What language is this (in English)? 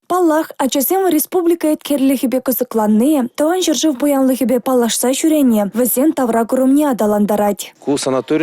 Chuvash